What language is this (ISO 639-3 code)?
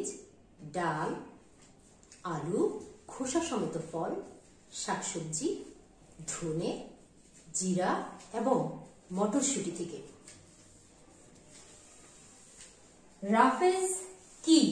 ben